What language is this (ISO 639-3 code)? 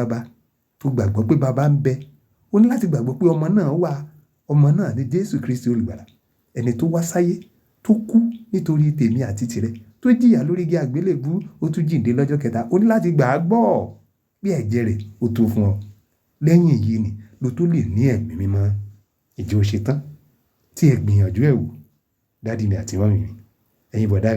yor